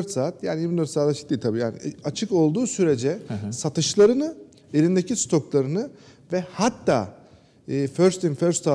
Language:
Turkish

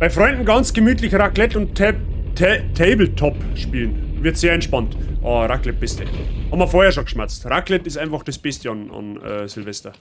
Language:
Bavarian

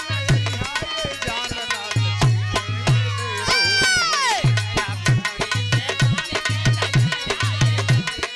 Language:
Bhojpuri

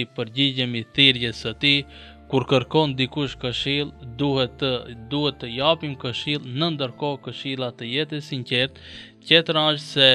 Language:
Albanian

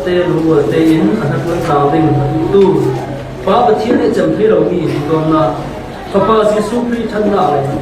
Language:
Falam Chin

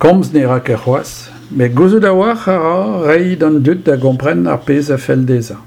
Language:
Breton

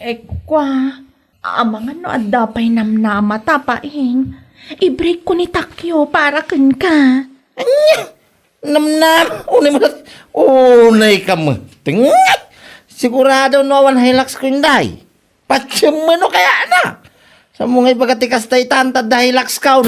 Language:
Iloko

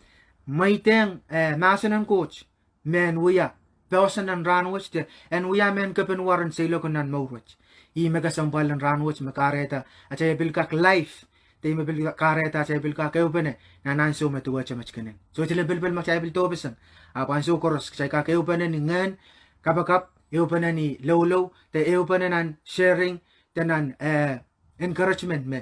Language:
Pohnpeian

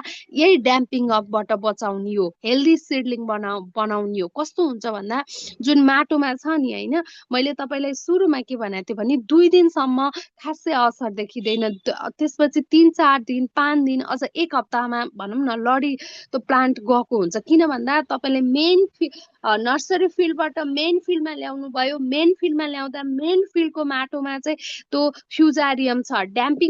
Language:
Nepali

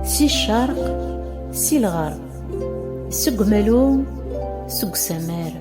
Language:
Kabyle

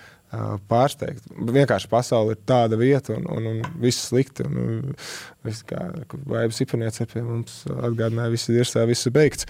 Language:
Latvian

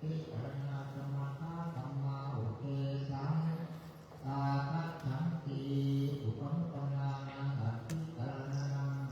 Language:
Pali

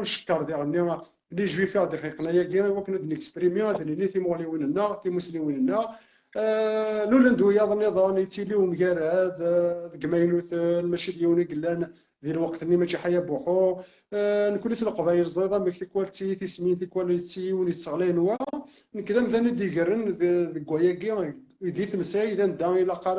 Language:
Kabyle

